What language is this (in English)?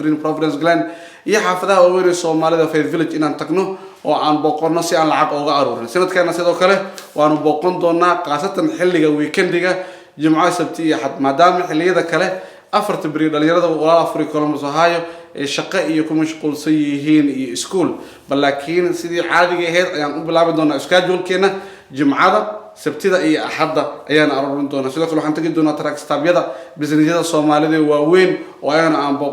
Somali